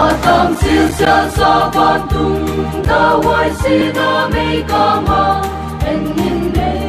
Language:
Paite Chin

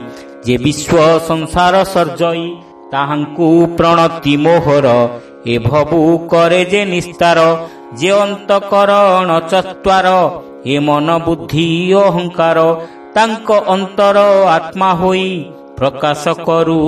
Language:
Odia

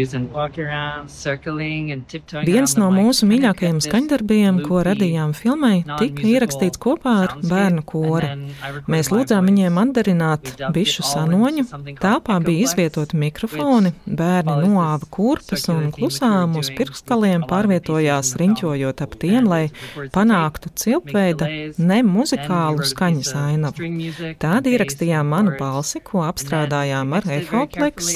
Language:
Latvian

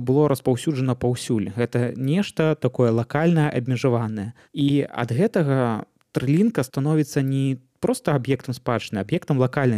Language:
Belarusian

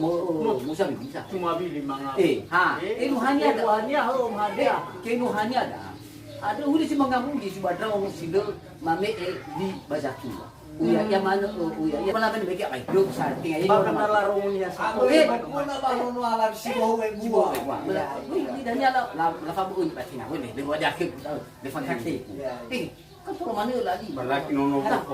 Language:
Nias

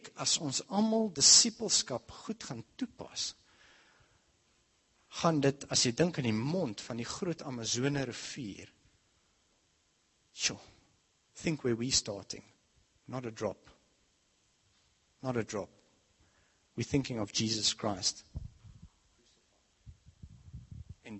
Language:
Afrikaans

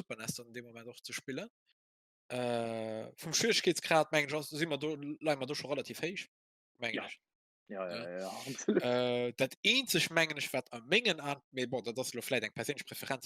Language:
Luxembourgish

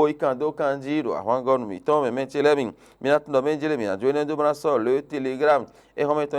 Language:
Fon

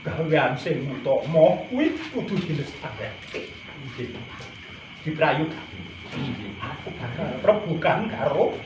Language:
Javanese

